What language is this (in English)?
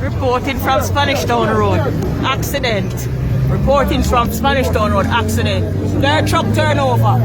Jamaican Creole English